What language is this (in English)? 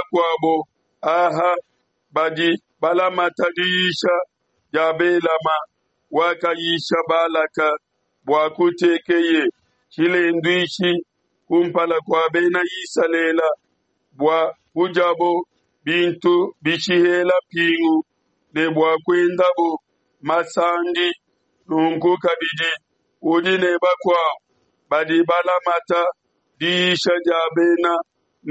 Luba-Lulua